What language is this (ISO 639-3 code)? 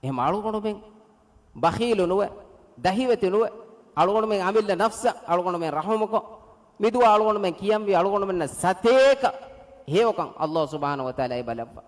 div